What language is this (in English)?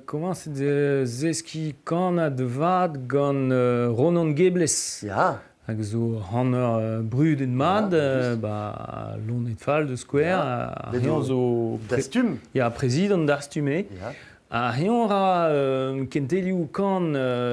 Breton